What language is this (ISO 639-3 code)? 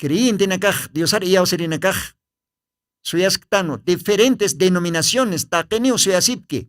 aym